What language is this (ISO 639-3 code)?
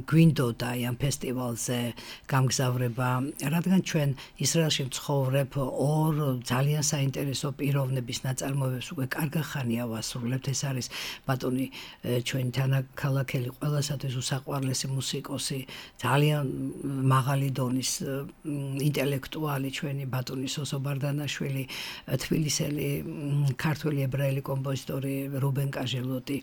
kat